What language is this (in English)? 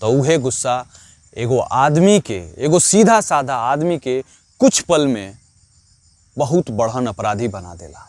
Bhojpuri